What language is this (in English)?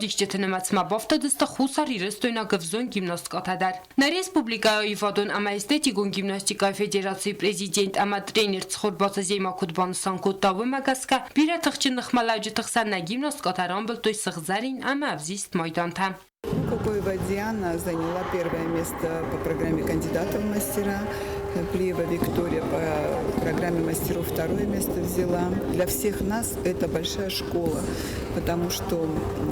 Ossetic